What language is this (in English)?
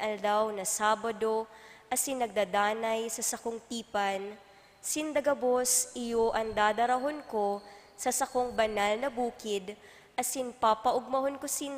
Bikol